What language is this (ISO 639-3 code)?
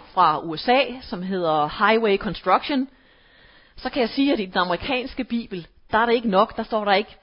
dan